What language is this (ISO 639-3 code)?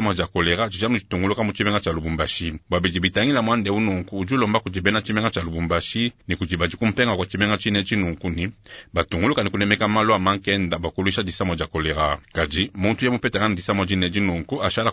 lua